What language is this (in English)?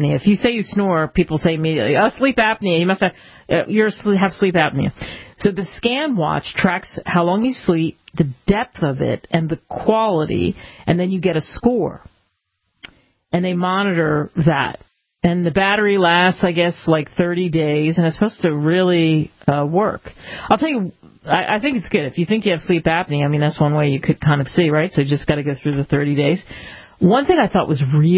English